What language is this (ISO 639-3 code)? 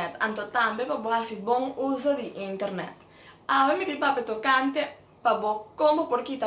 pap